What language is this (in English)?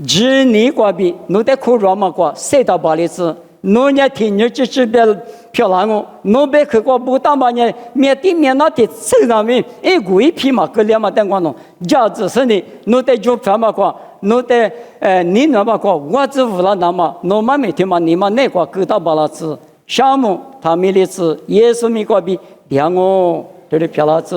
Lisu